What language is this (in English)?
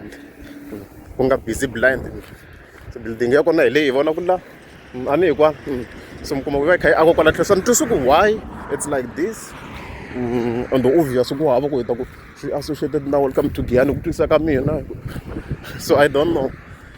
Tsonga